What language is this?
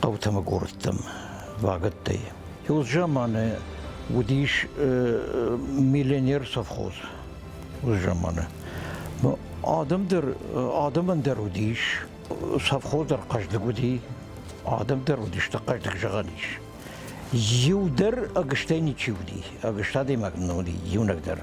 Ossetic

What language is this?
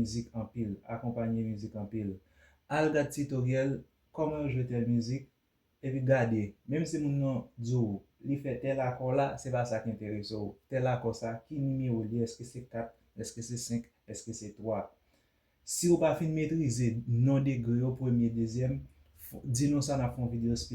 Haitian Creole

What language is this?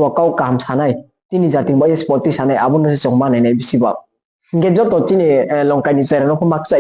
Riang (India)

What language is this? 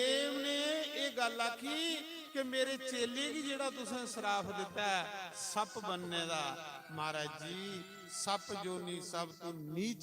Dogri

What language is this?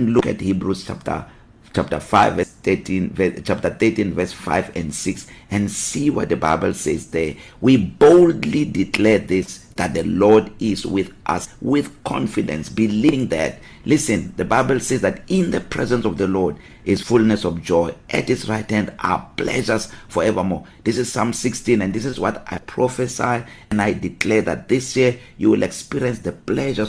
English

